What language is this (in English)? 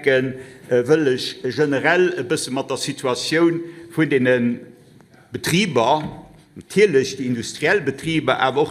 Luxembourgish